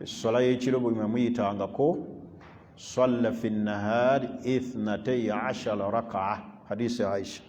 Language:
Ganda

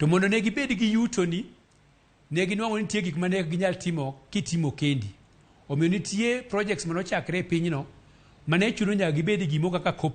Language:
Luo (Kenya and Tanzania)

